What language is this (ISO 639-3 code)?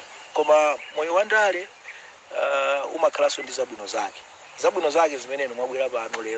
nya